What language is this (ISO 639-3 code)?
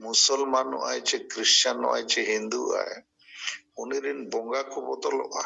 sat